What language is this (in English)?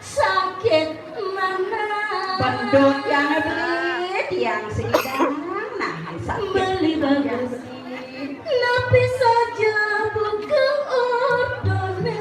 Balinese